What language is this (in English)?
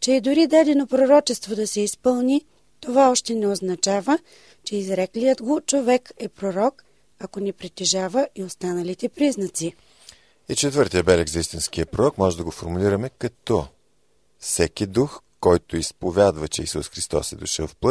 Bulgarian